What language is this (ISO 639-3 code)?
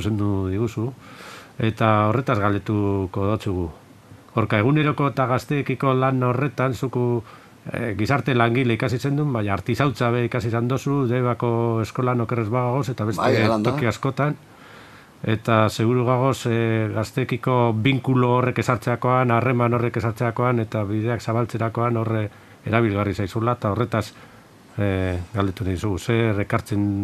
eus